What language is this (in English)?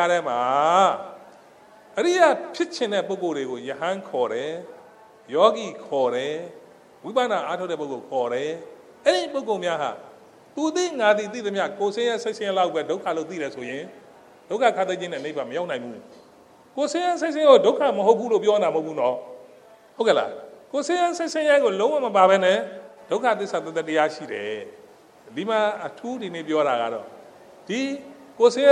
Burmese